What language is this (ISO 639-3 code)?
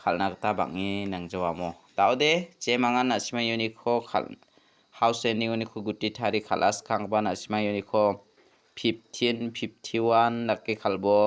grt